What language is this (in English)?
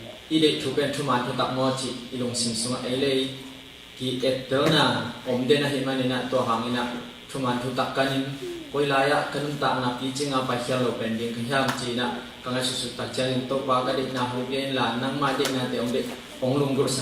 Tedim Chin